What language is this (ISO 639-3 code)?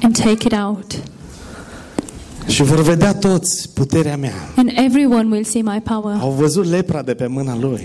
ron